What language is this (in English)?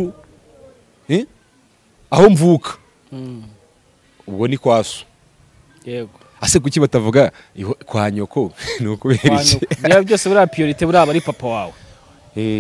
Kinyarwanda